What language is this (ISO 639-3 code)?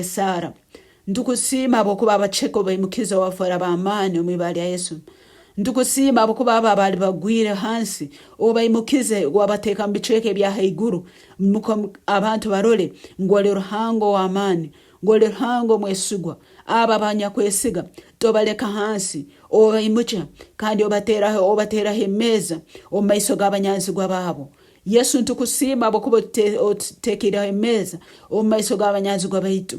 nyo